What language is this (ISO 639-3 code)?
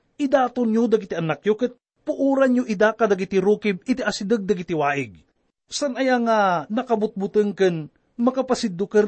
ilo